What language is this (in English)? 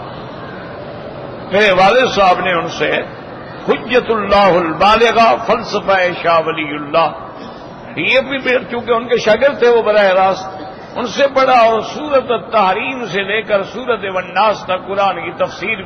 Urdu